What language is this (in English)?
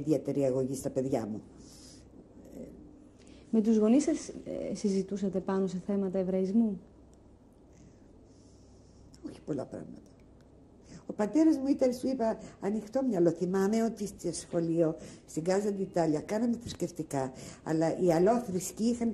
Greek